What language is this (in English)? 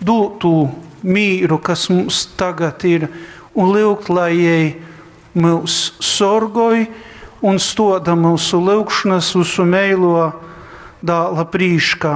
Latgalian